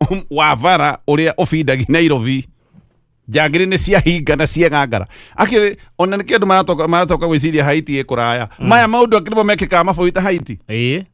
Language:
Kikuyu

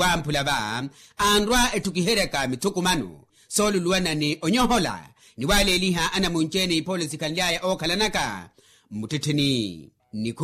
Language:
Makhuwa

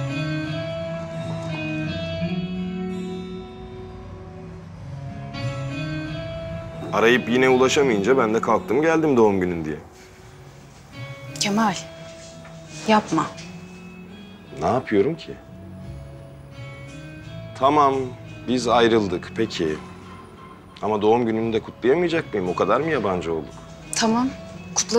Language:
Turkish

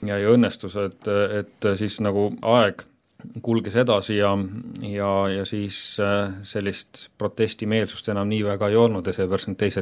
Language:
Estonian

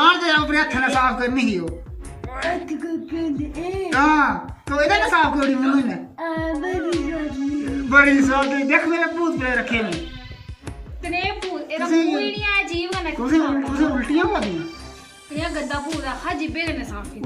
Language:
Dogri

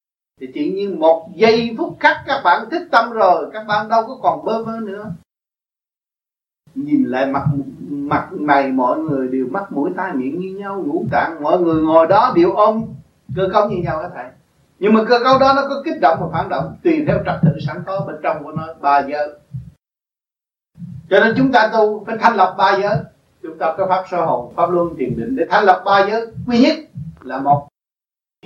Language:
Vietnamese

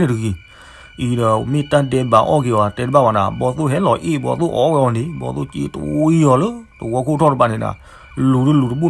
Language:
S'gaw Karen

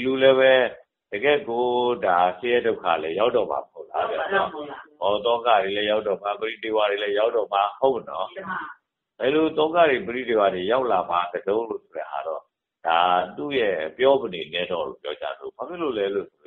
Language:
Burmese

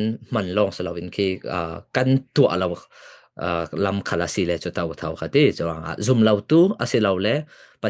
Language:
Falam Chin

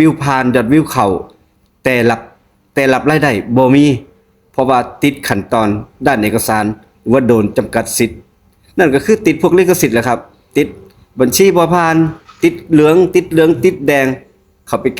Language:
Northeastern Thai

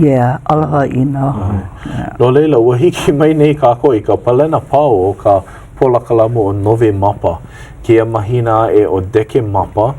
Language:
Hawaiian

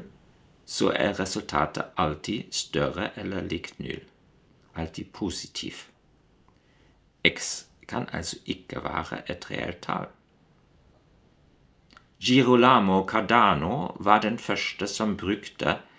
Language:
Norwegian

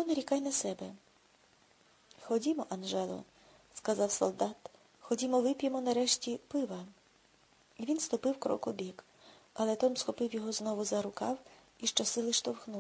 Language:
Ukrainian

